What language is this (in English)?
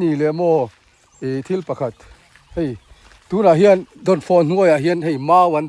Mizo